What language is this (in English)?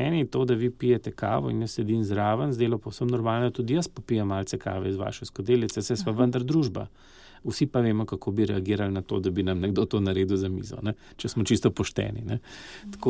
Slovenian